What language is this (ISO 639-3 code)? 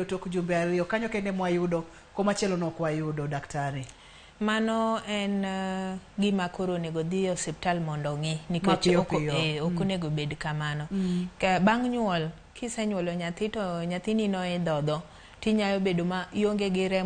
luo